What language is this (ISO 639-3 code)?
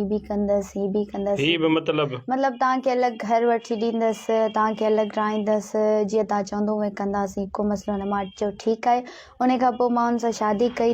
snd